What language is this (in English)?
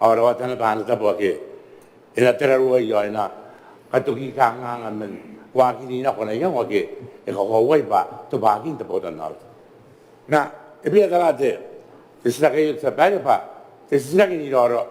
Gilbertese